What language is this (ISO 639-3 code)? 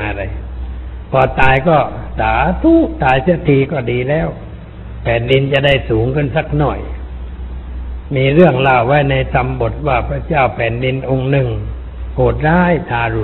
tha